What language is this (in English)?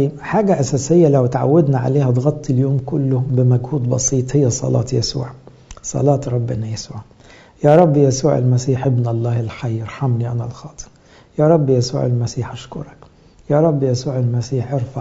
Egyptian Arabic